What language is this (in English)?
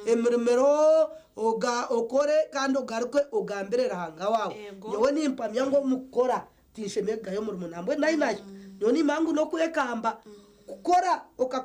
Nyankole